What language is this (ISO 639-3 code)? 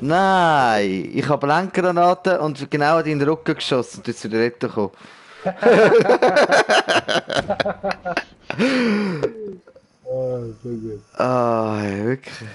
gsw